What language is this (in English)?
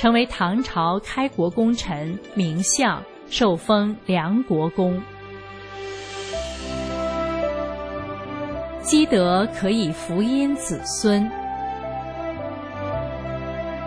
Chinese